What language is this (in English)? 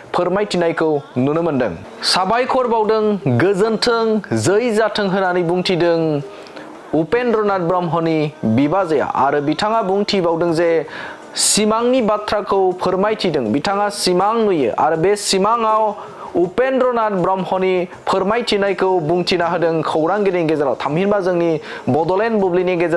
Bodo